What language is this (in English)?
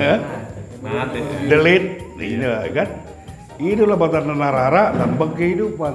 Batak Toba